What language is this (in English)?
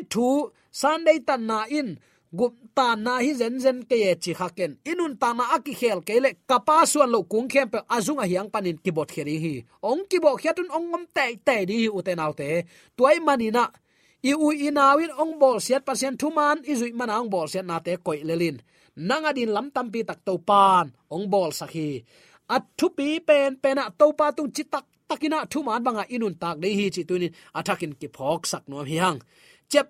Tedim Chin